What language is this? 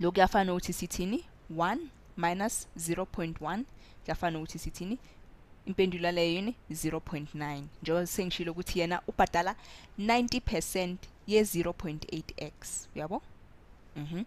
Zulu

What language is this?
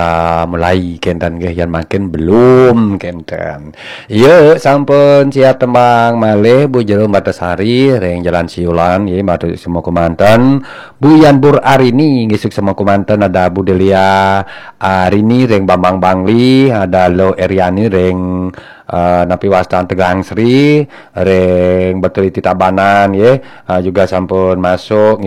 Balinese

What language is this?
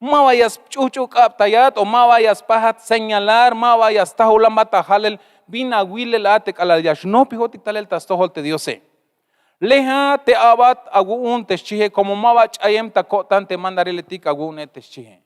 Tzeltal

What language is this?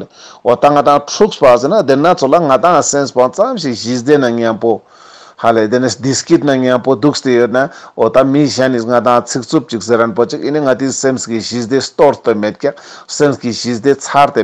Ladakhi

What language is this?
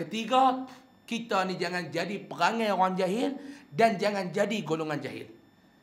Malay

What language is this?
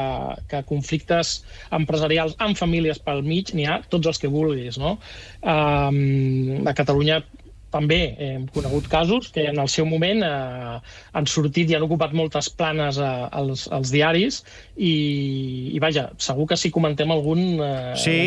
Catalan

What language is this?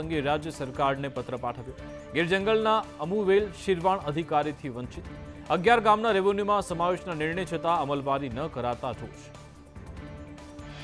Gujarati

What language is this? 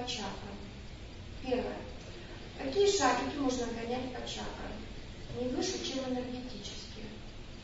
Russian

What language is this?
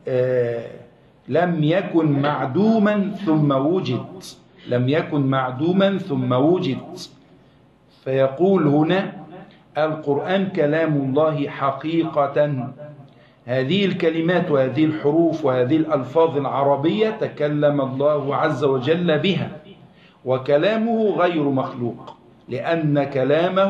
Arabic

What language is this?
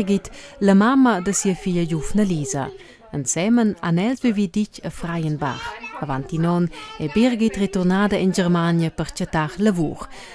Romansh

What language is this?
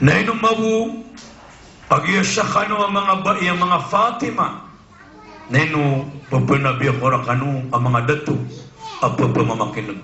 Maranao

